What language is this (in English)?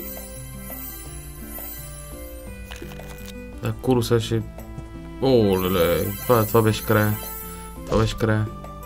Bulgarian